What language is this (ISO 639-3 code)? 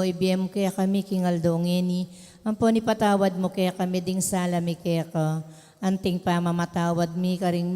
pam